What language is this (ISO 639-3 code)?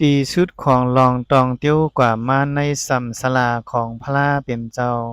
shn